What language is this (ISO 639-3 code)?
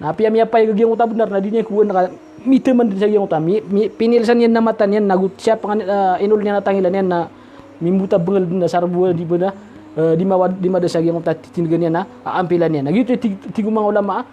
mrw